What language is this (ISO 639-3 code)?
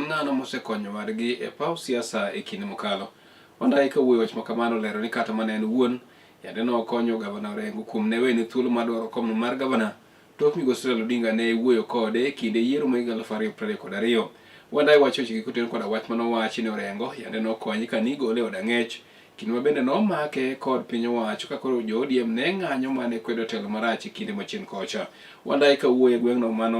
luo